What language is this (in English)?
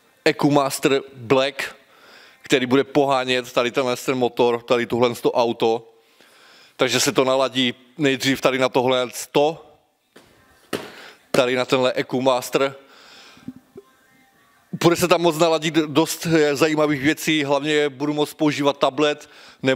Czech